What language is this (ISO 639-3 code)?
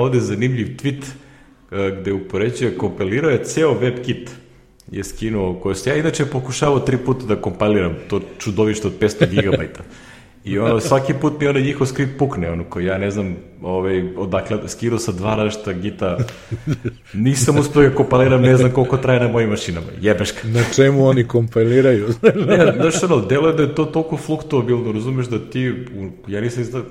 srp